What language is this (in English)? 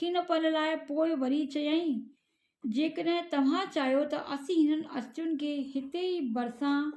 Sindhi